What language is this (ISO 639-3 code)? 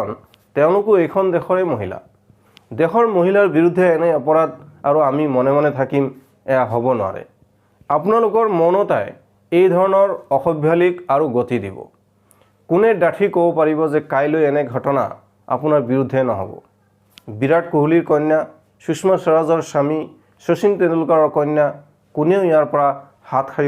asm